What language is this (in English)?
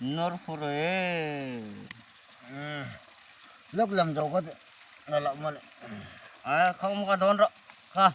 Hmar